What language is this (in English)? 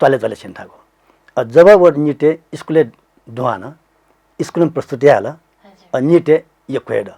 Newari